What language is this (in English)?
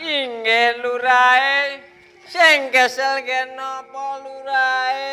Javanese